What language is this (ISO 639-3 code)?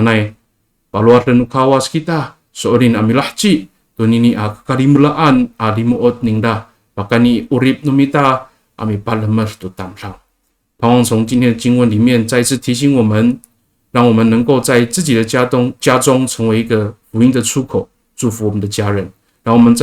ami